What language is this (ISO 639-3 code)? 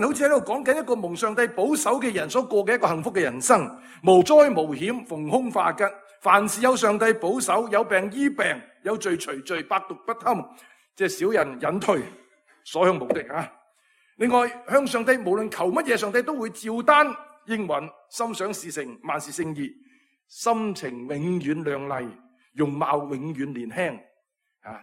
yue